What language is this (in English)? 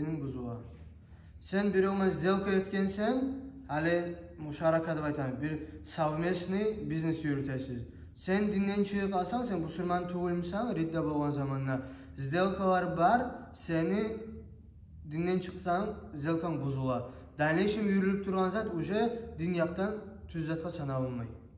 Kumyk